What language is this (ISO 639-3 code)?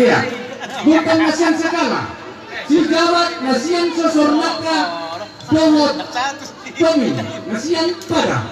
bbc